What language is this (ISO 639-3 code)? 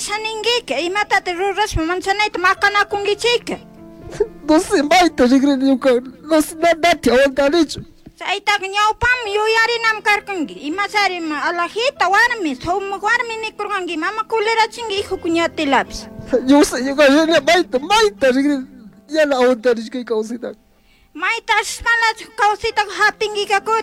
qug